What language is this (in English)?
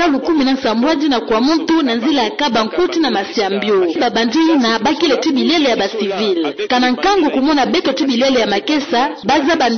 Kituba (Democratic Republic of Congo)